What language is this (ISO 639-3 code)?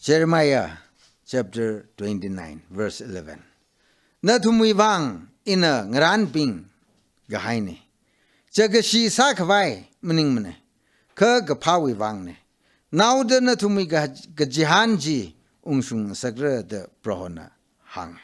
nmf